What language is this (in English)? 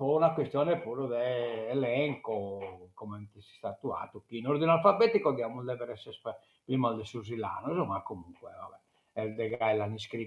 Sardinian